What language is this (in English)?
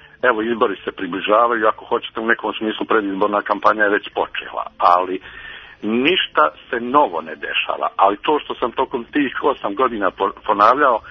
Serbian